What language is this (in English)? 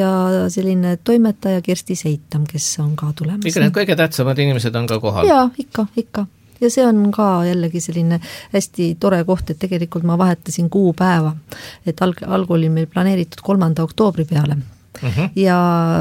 Estonian